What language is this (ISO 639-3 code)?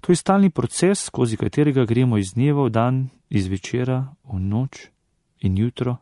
slv